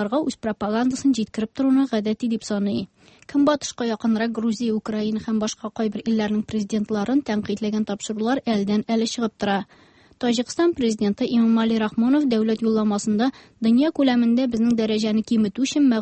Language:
Tatar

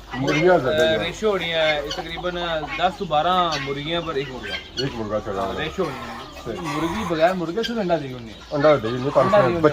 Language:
Pahari-Potwari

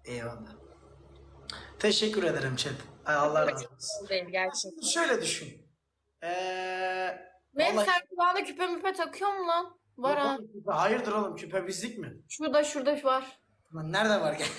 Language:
Turkish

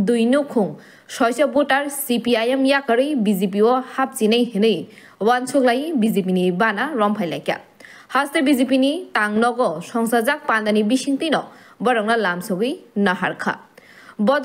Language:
Kok Borok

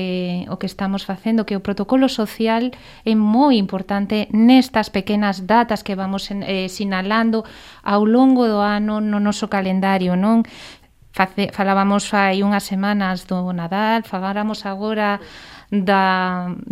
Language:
Galician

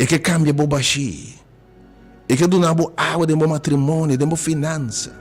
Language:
Papiamento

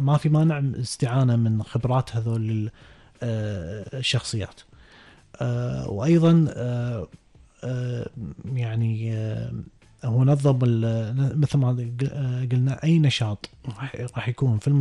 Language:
Gulf Arabic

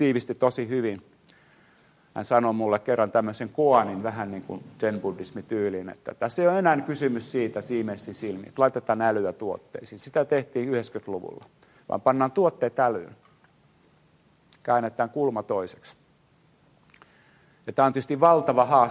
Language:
Finnish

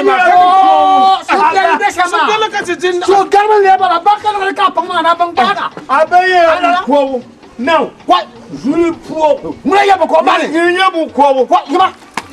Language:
Dagbani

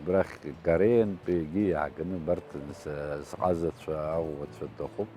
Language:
Abkhazian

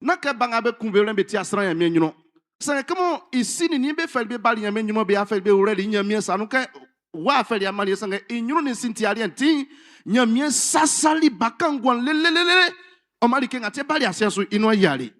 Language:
Baoulé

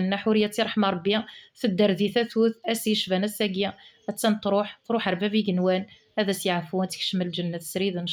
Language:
Kabyle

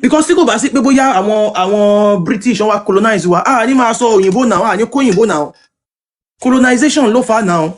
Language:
Yoruba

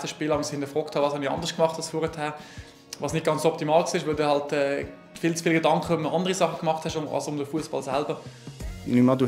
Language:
Swiss German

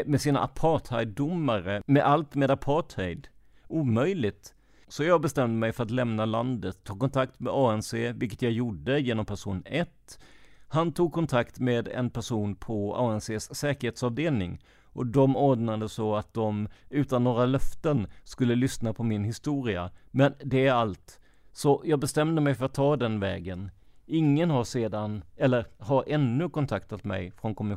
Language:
Swedish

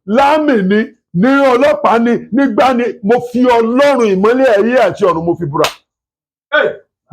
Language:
Yoruba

